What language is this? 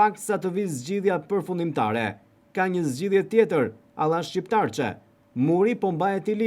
Albanian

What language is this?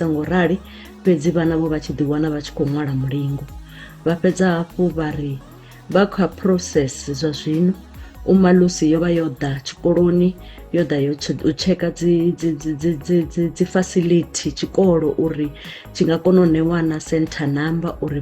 Venda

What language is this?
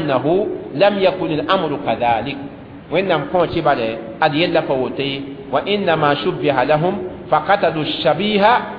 Mossi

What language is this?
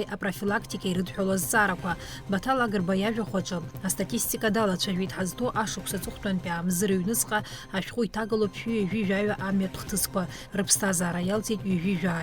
Abkhazian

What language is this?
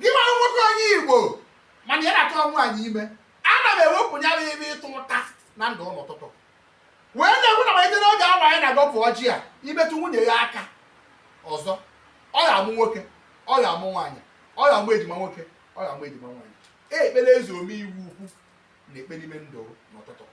Igbo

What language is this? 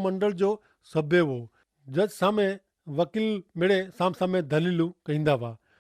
Kachhi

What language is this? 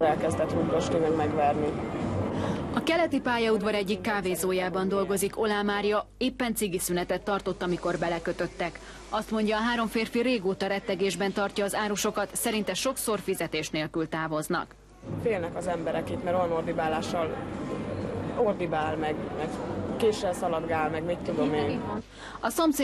Hungarian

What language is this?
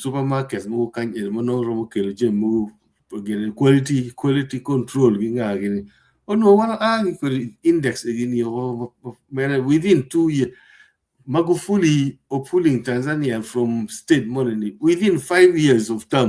Acoli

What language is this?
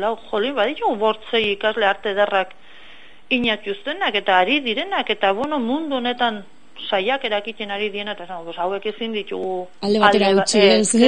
Basque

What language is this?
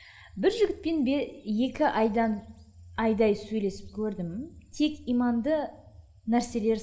Kazakh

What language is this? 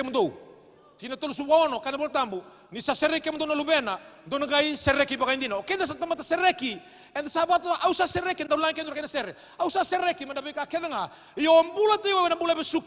Fijian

